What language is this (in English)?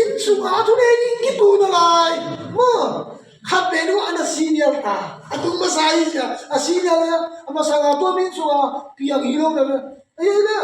Tedim Chin